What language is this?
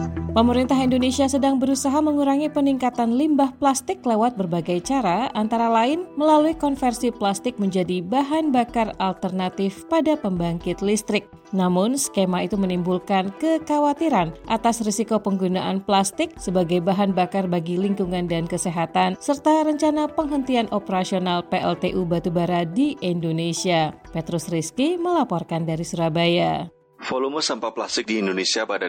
Indonesian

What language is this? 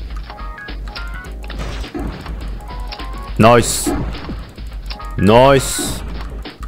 Chinese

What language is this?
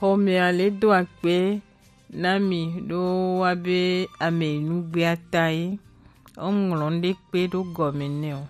Gen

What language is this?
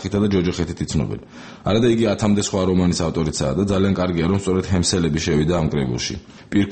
Georgian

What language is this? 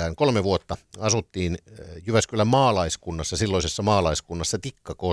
Finnish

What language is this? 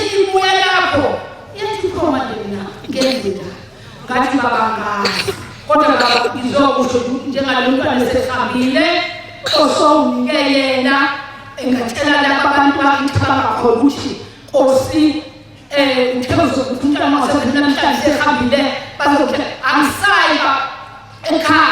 Zulu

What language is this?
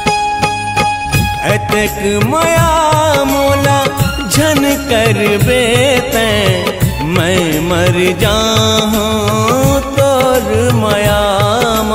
Chhattisgarhi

